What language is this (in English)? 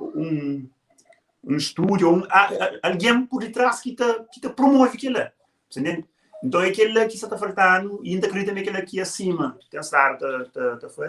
Kabuverdianu